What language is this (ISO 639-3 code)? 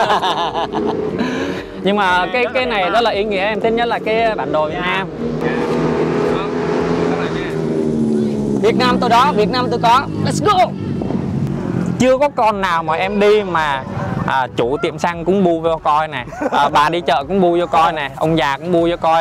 vie